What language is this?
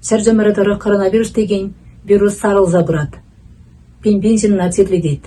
Chuvash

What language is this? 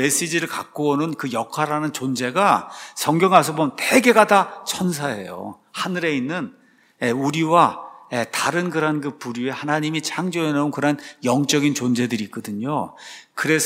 Korean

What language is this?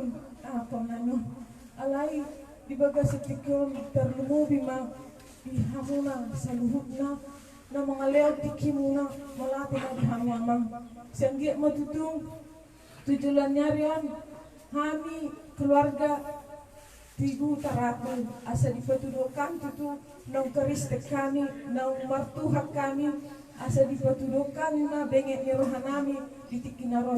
Batak Toba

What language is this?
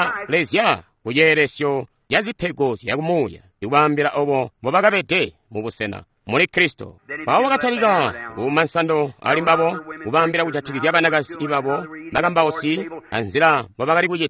Tonga (Zambia)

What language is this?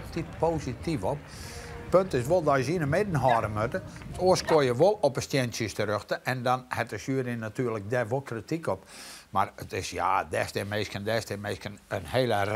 Western Frisian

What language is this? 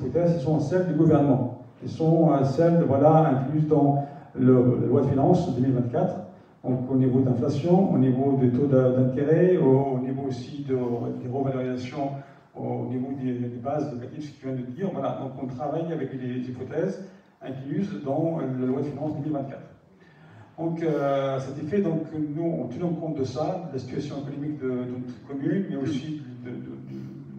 French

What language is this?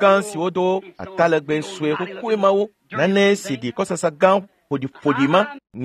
Ewe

